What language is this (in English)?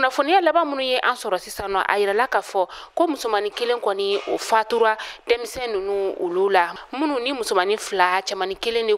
Bambara